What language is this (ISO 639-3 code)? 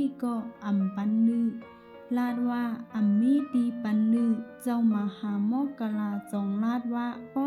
shn